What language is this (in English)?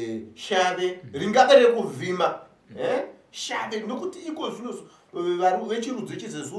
Shona